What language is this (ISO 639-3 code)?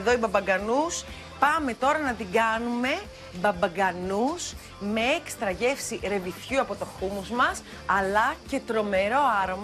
ell